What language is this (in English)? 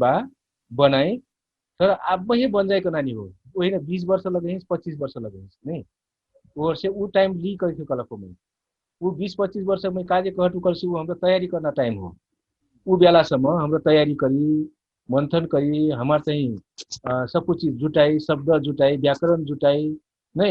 Dangaura Tharu